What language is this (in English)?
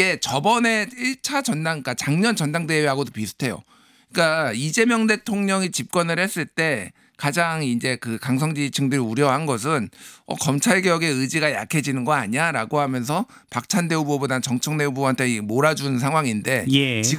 Korean